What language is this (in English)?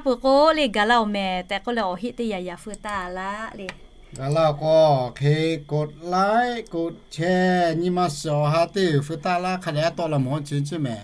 Lahu